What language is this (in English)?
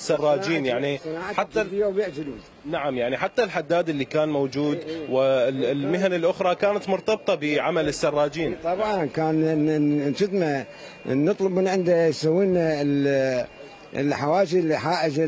Mesopotamian Arabic